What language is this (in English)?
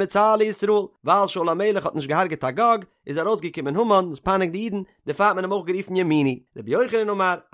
Yiddish